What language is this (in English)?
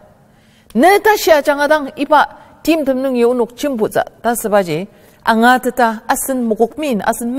Ao Naga